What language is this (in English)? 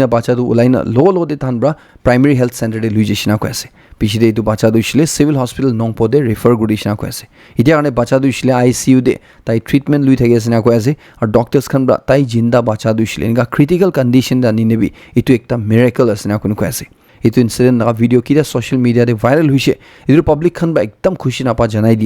Naga Pidgin